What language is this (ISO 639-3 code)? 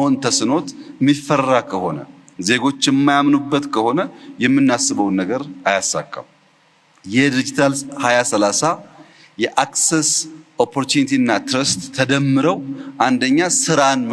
amh